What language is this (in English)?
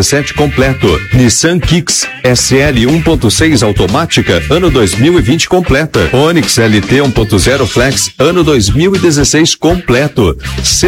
Portuguese